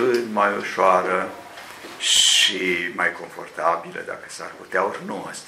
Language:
Romanian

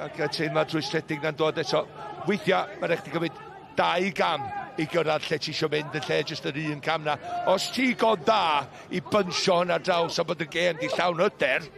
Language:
Welsh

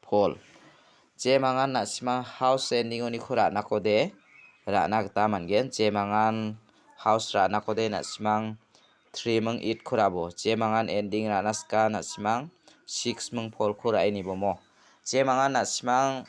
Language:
Garo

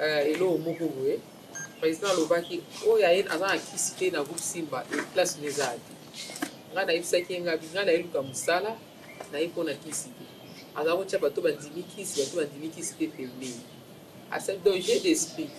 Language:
Lingala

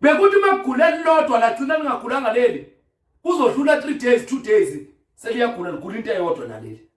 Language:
Zulu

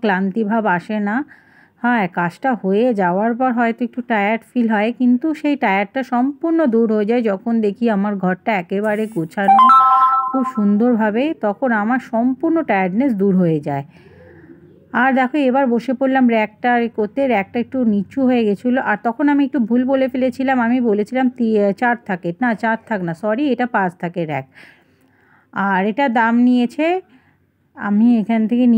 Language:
Bangla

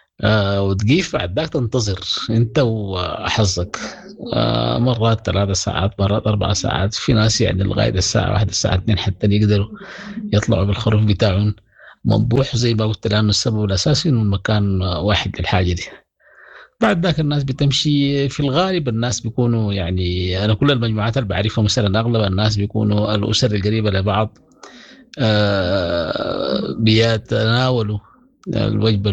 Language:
Sudanese Arabic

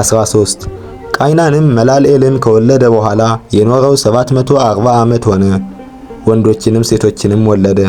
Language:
Amharic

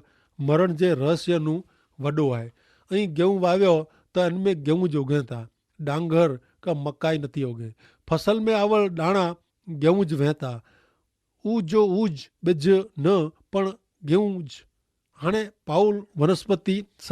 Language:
Kachhi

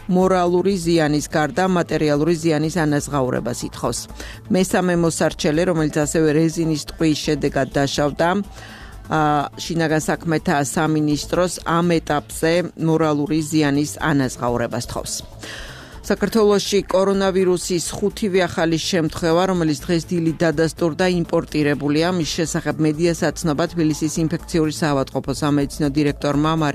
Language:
Georgian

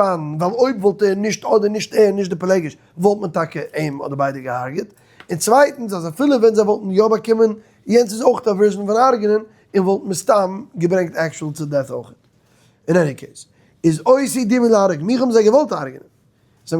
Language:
Yiddish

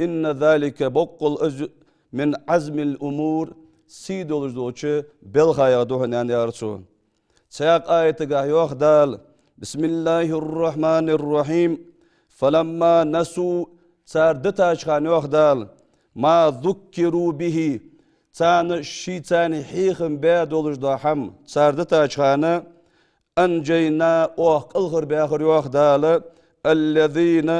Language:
Ingush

